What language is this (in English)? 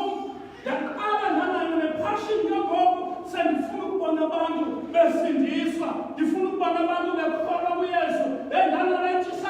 Xhosa